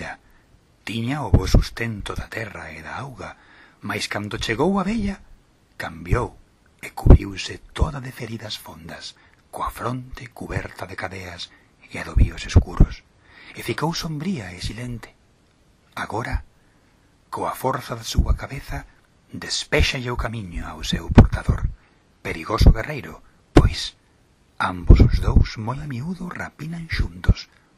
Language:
Galician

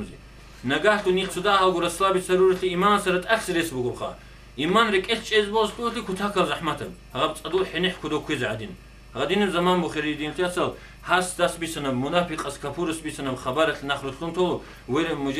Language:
Avaric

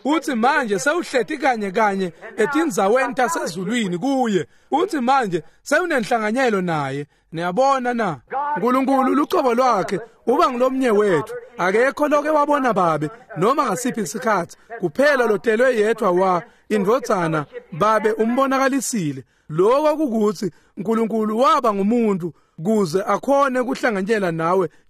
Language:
Swati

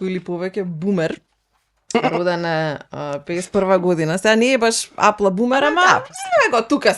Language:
Macedonian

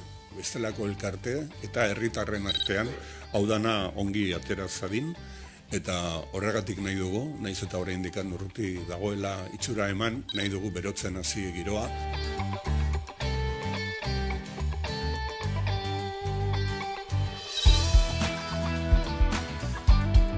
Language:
Basque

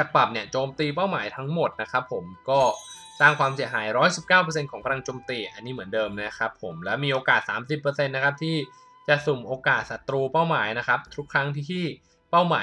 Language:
Thai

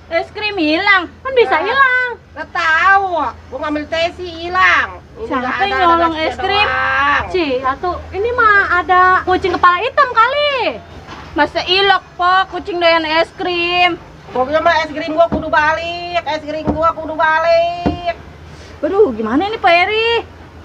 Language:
Betawi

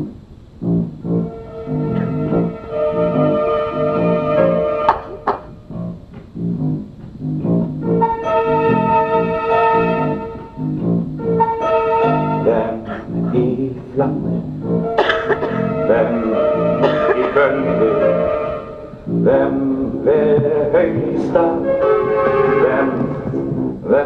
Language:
Norwegian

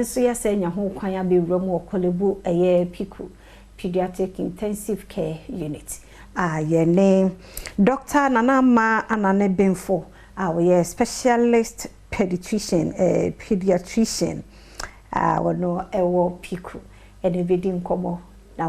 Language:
Akan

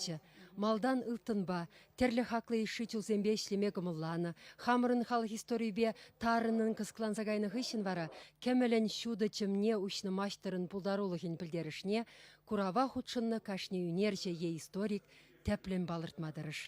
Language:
Chuvash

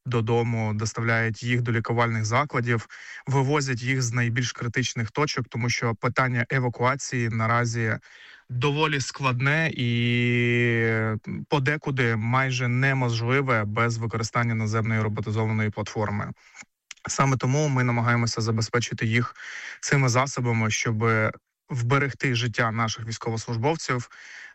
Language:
Ukrainian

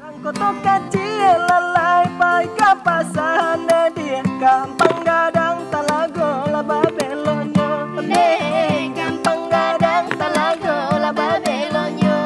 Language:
Minangkabau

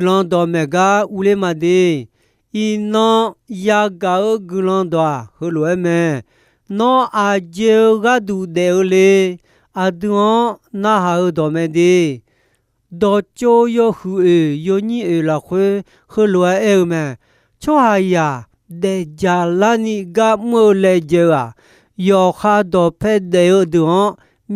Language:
Akha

